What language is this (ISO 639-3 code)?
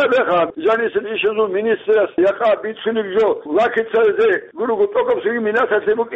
ava